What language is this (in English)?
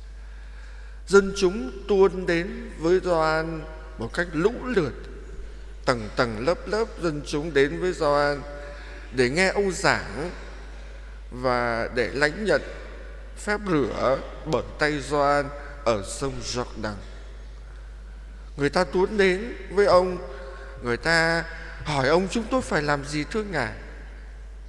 Vietnamese